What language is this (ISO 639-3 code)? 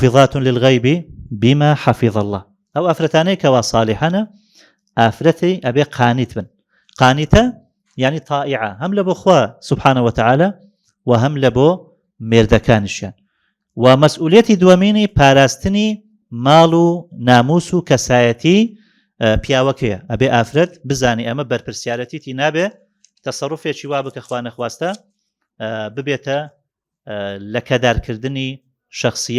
ckb